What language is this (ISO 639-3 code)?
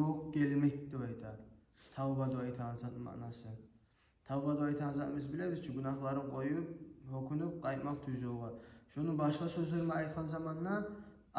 kum